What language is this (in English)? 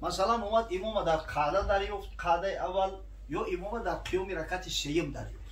Tajik